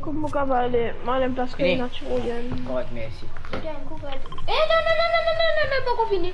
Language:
Morisyen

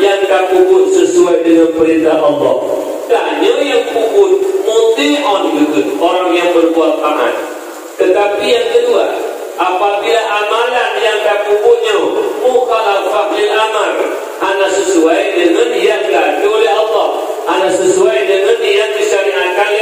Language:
Achinese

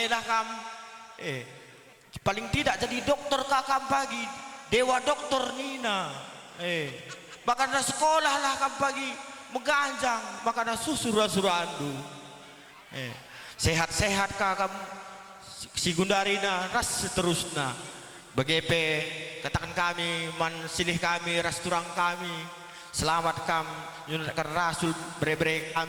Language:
Batak Karo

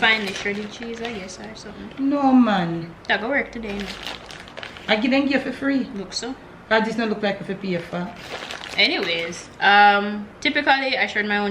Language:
Jamaican Creole English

